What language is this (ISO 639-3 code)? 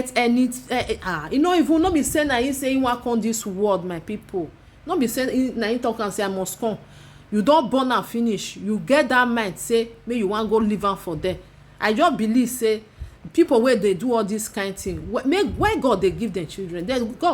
pcm